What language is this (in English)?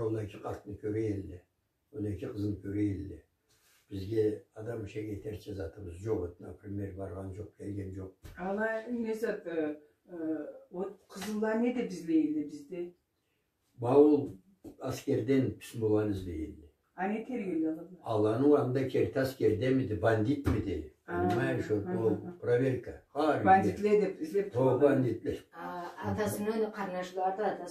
Karachay-Balkar